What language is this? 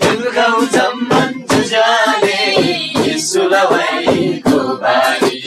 Eastern Tamang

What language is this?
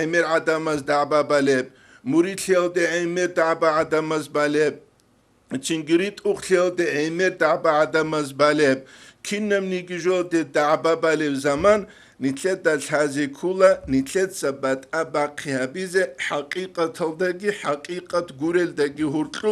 Avaric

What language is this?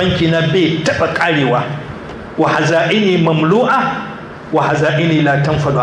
Hausa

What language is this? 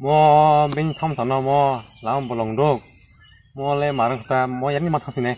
Kok Borok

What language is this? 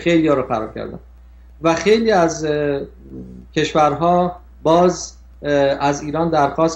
Persian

